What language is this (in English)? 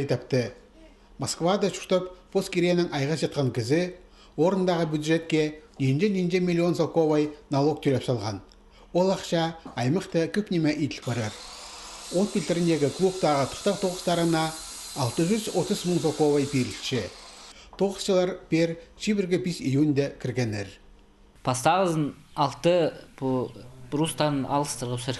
Khakas